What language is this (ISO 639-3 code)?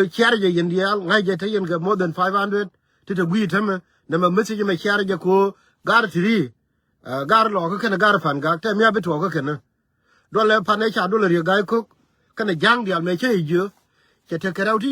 nus